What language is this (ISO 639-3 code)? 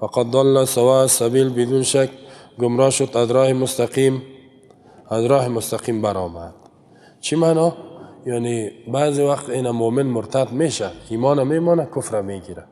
fas